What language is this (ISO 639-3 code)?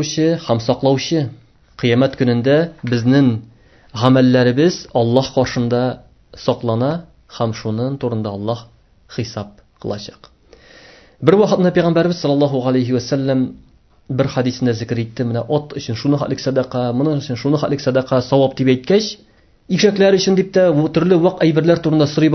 tat